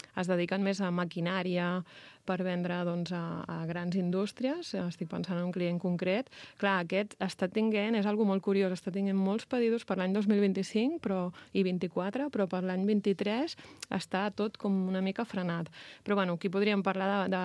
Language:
Catalan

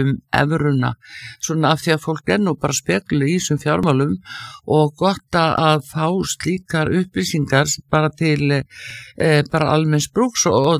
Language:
Icelandic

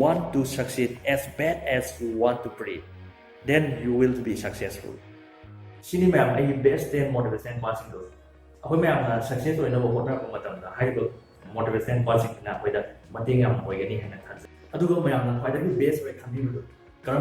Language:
Manipuri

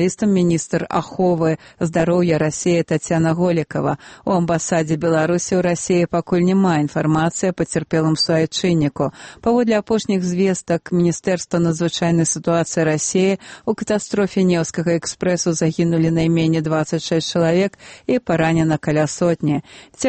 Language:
Belarusian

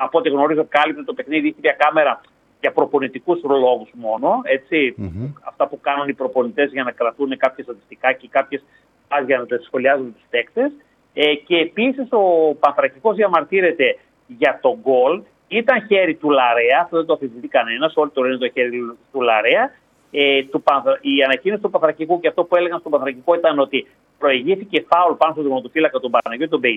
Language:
Greek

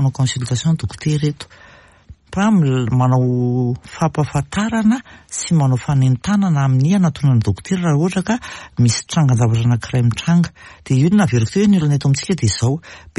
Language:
Malagasy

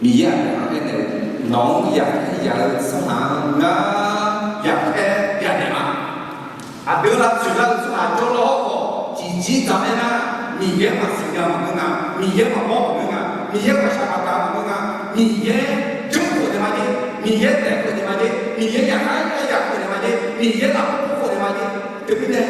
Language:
Akha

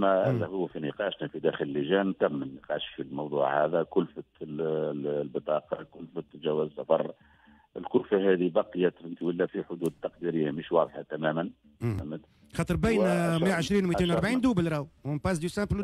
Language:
Tunisian Arabic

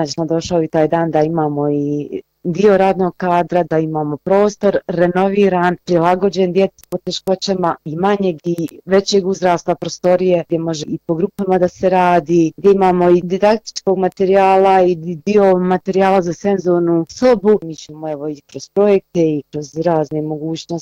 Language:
Bosnian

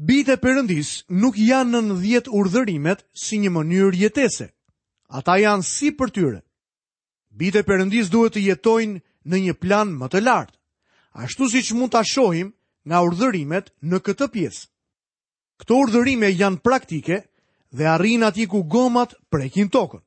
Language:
Albanian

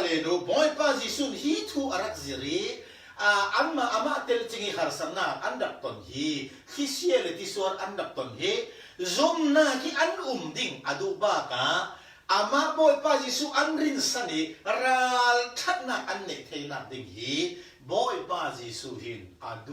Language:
Falam Chin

